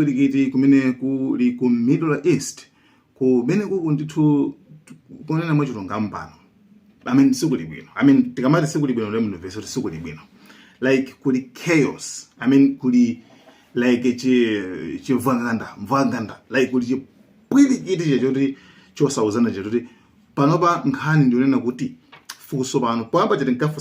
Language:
Nyanja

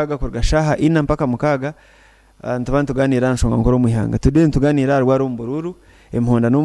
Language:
Nyankole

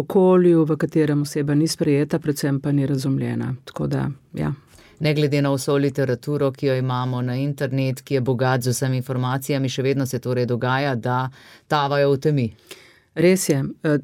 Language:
Slovenian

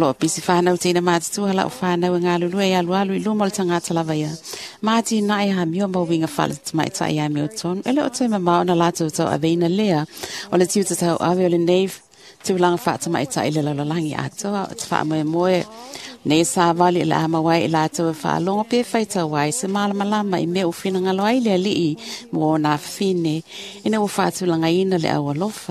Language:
Samoan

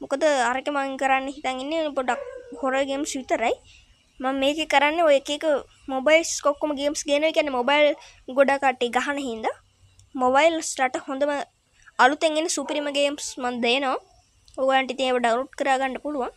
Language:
Sinhala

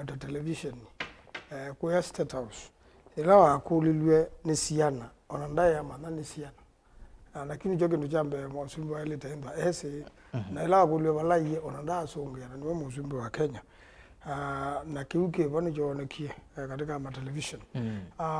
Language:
Kamba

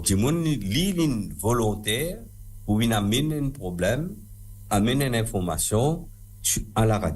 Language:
Morisyen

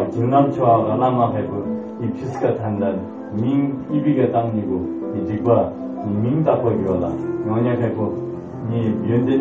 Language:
Tibetan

